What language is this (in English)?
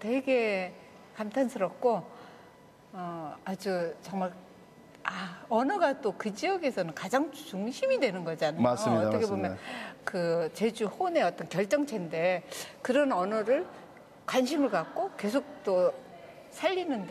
Korean